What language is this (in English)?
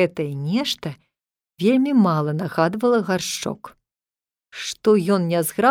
Belarusian